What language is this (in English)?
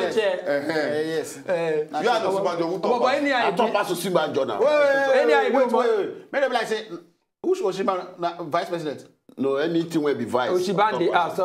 Nigerian Pidgin